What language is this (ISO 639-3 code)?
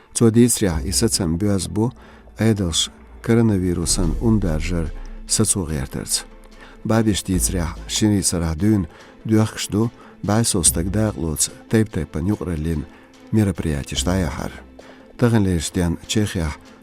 che